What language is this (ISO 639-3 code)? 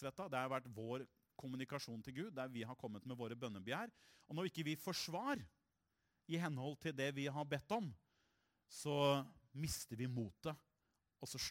nor